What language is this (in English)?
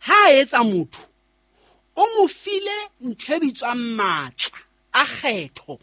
Southern Sotho